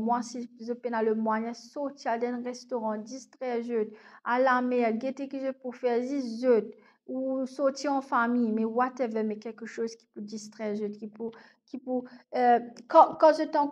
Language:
Morisyen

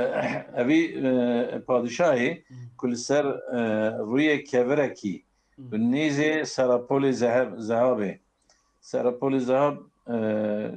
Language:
Kurdish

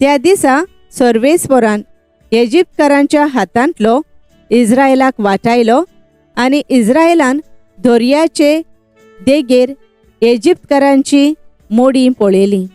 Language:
Konkani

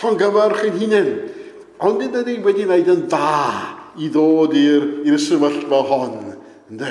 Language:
Welsh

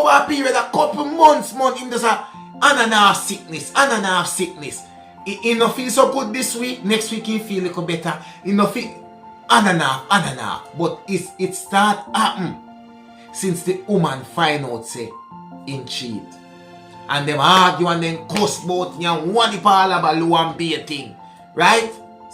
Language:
Jamaican Creole English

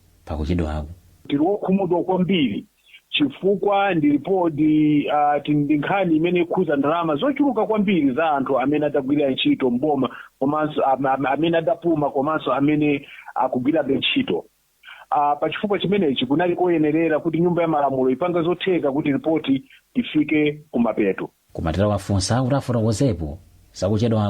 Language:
Nyanja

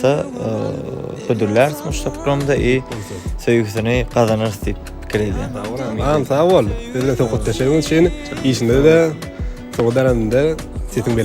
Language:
Turkmen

